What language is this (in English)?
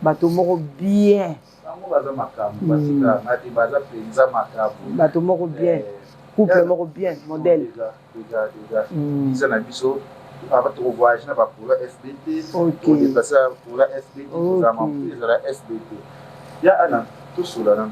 Lingala